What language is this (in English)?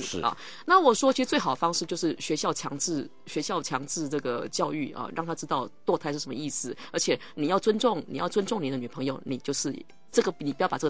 Chinese